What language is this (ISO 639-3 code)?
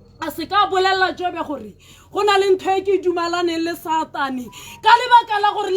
tsn